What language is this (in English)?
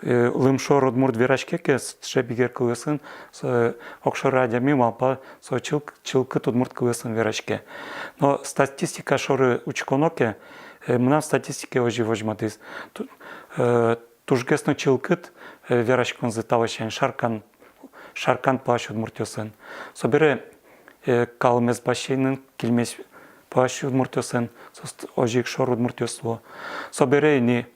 Udmurt